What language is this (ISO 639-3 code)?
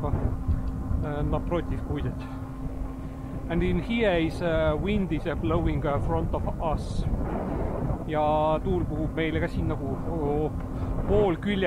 est